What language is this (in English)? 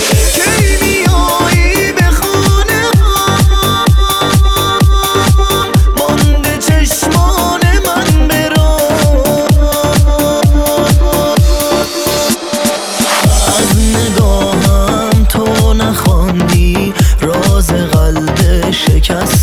Persian